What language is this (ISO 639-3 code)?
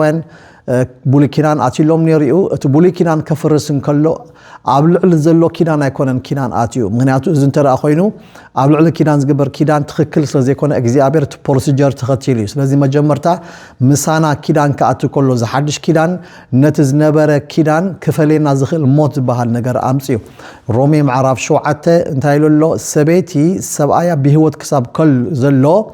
tir